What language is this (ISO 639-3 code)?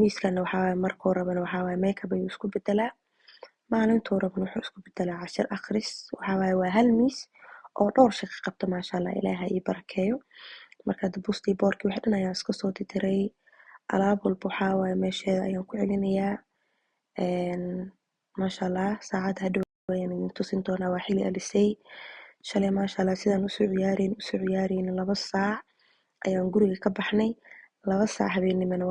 som